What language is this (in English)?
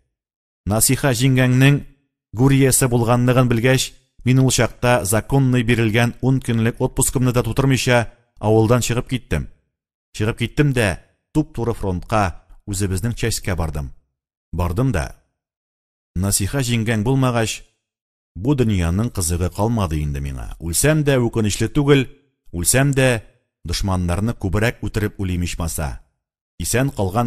Tatar